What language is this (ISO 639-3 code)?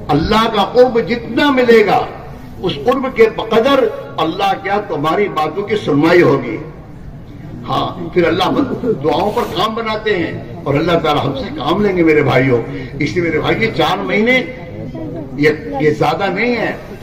urd